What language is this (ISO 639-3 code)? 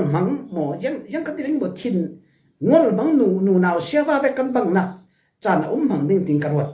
cfm